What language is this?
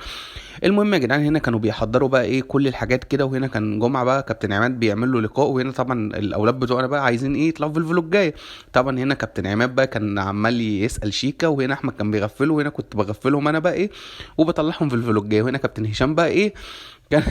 Egyptian Arabic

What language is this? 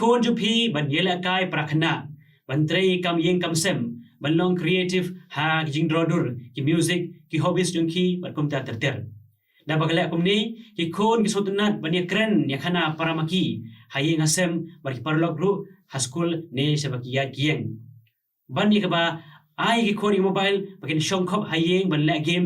Khasi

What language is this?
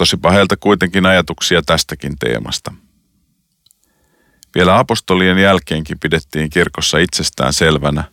Finnish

